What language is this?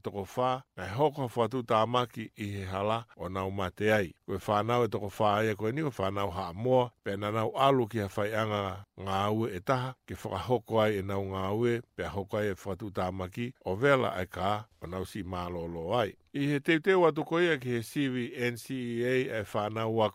Tongan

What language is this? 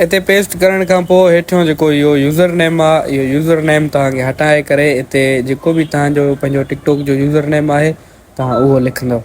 Sindhi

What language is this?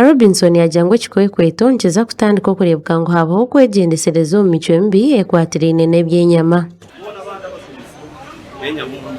Nyankole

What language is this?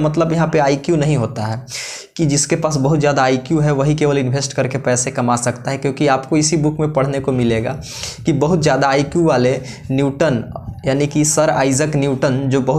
Hindi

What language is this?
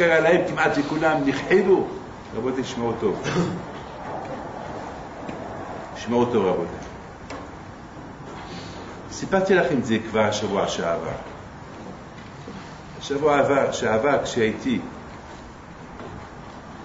Hebrew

